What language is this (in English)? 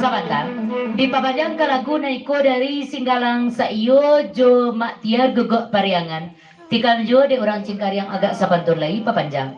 Minangkabau